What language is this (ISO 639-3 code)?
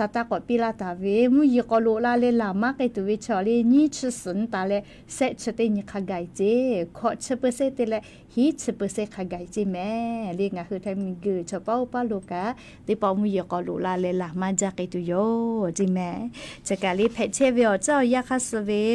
lhu